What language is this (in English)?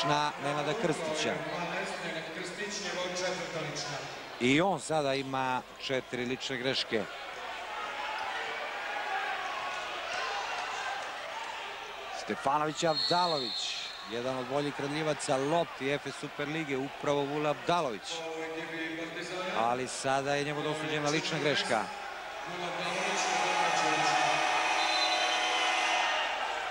Serbian